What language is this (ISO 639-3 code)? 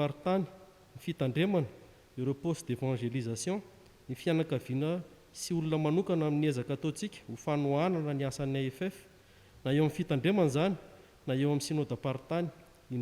mlg